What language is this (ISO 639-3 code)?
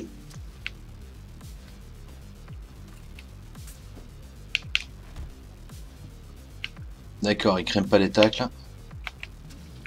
fra